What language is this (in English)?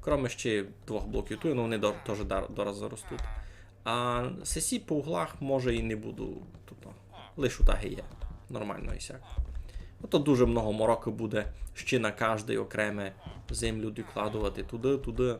Rusyn